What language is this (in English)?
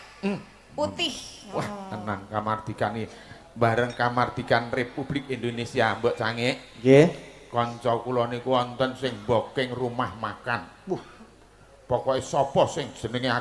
Javanese